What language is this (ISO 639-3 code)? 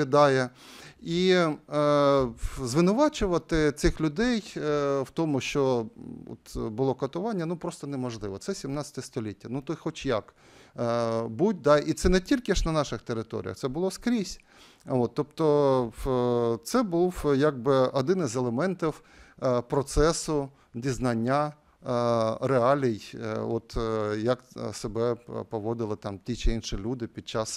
ukr